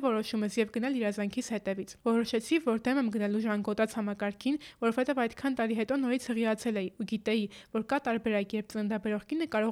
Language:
Armenian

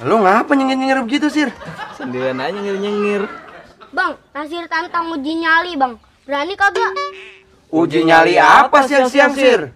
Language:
Betawi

